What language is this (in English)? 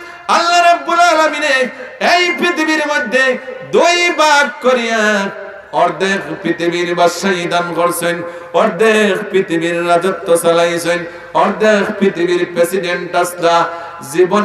Sylheti